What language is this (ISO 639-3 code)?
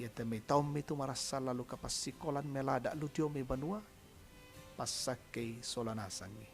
sda